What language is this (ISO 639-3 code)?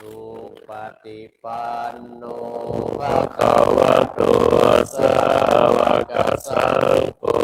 pli